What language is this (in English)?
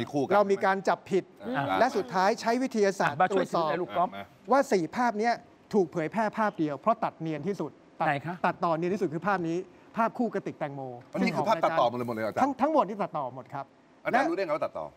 Thai